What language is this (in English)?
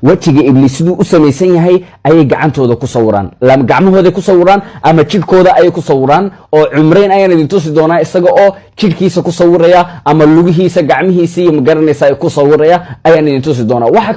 Somali